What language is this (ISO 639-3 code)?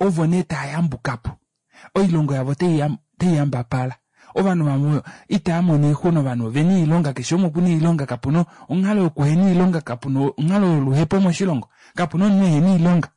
kua